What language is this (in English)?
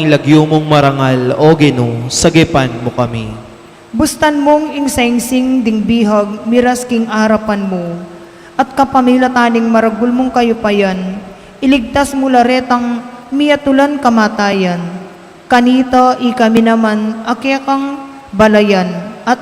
Pampanga